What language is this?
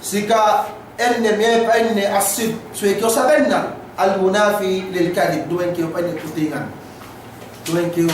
Yakan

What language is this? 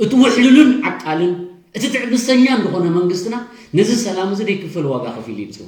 Tigrinya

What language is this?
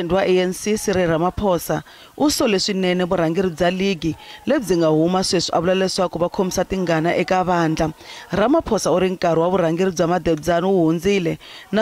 Tsonga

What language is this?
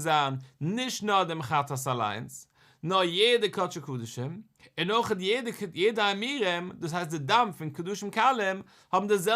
Yiddish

